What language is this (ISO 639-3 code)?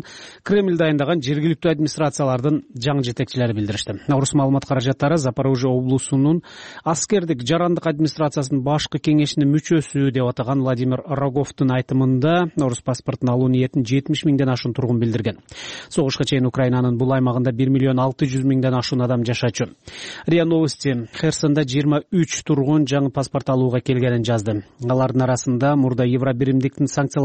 kir